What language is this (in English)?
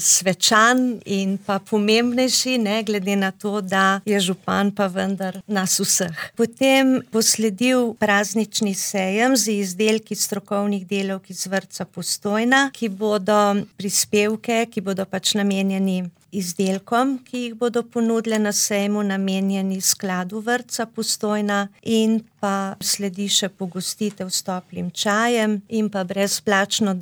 Slovenian